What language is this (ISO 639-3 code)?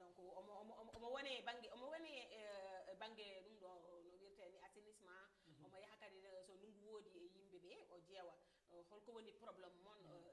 ful